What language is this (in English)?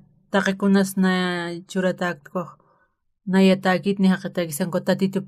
Aymara